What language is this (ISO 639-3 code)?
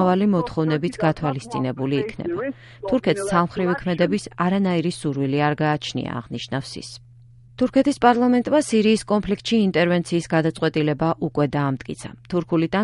kat